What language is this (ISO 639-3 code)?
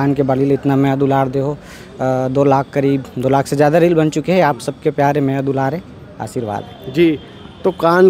hne